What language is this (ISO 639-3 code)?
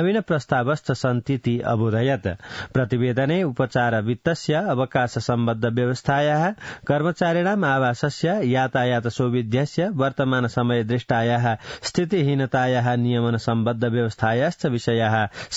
san